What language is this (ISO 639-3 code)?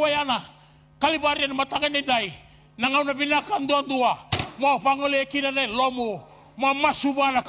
fij